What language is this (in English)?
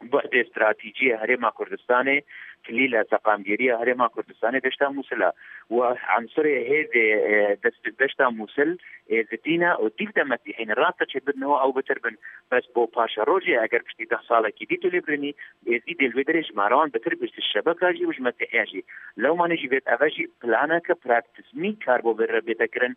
Kurdish